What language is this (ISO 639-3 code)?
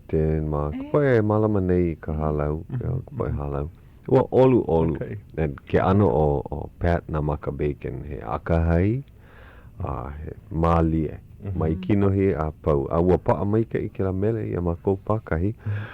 haw